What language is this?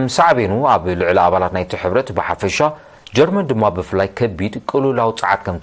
Tigrinya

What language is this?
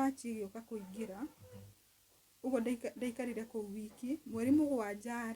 Kikuyu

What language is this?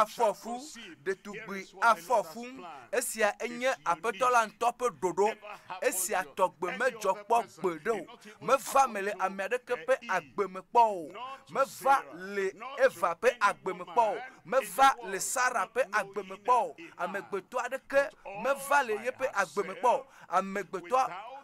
Ewe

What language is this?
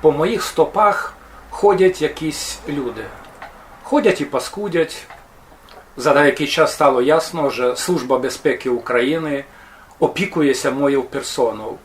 Rusyn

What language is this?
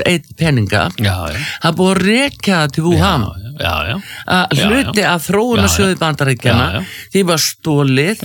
Icelandic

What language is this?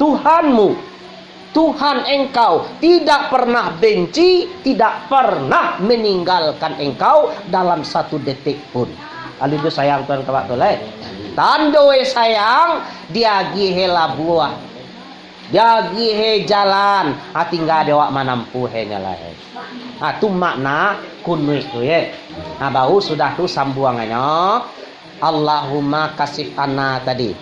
Minangkabau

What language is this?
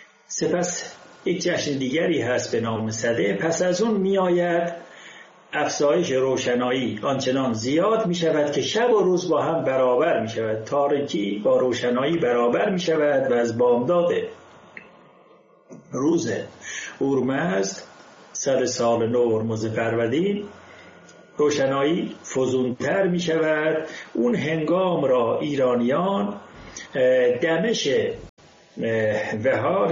Persian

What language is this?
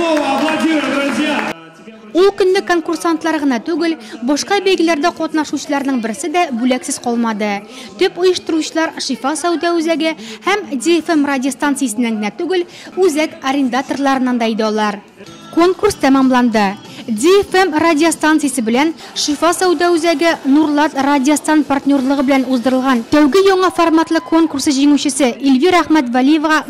Tatar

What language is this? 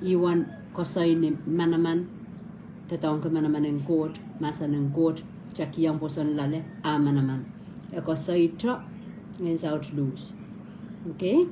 Pohnpeian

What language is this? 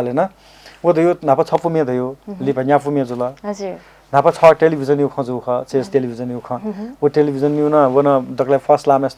Newari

